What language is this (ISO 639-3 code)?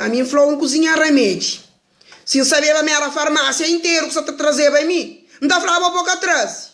kea